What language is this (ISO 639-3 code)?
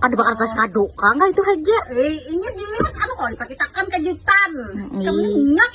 bjn